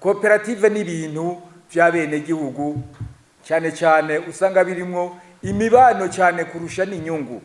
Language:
Rundi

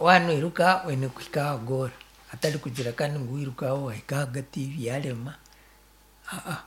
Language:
Nyankole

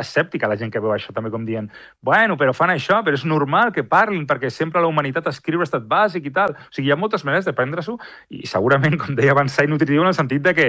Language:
Catalan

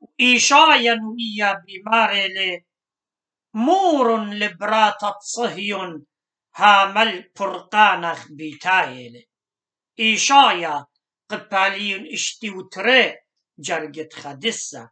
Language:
Assyrian Neo-Aramaic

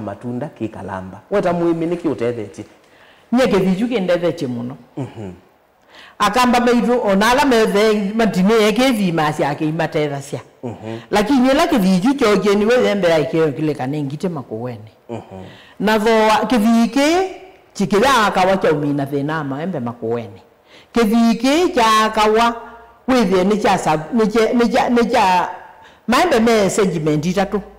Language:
Kamba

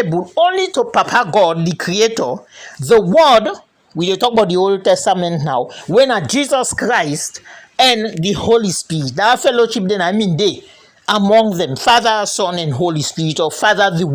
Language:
Krio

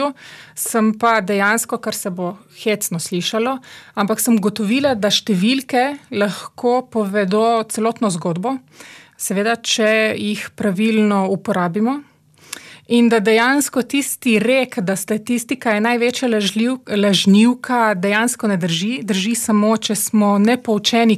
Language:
Slovenian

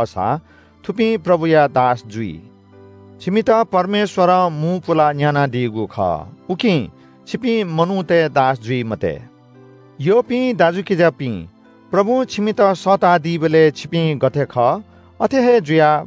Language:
Newari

